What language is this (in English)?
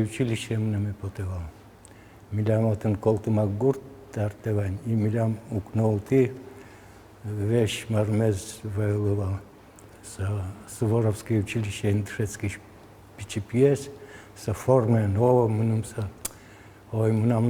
Udmurt